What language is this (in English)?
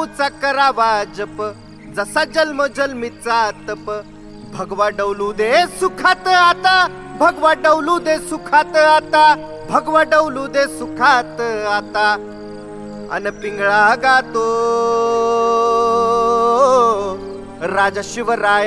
Marathi